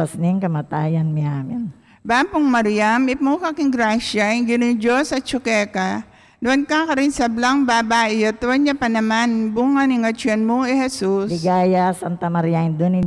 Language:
Pampanga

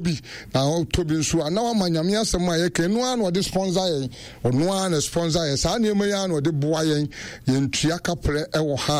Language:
Akan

